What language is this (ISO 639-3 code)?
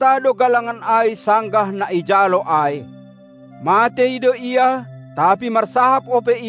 bts